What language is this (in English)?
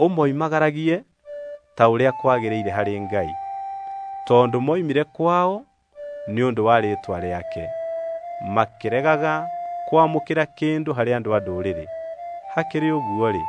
Kikuyu